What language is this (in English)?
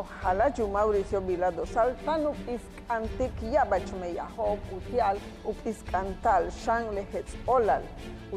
Yucateco